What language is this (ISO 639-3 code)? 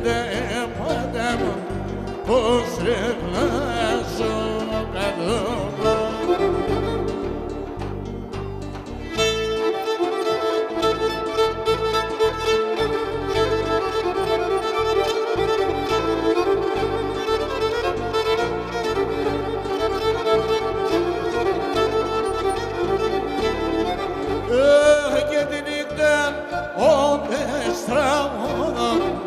ell